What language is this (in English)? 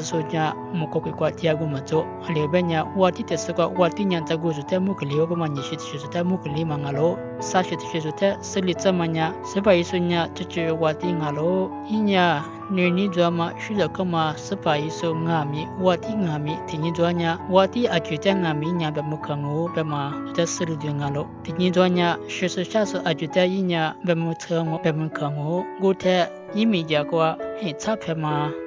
Lisu